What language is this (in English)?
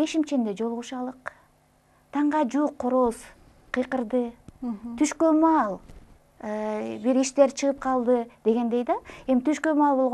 Kyrgyz